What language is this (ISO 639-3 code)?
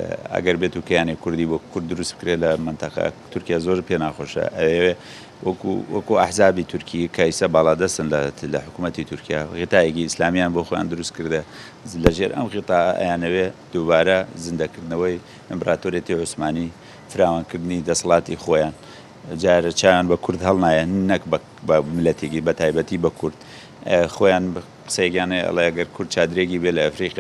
ckb